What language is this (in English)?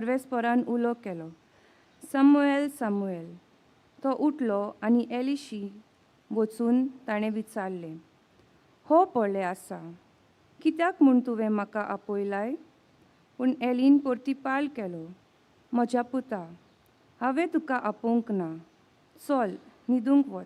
Konkani